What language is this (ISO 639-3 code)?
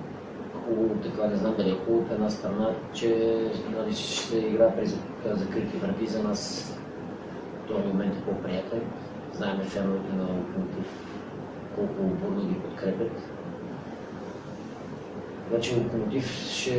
bul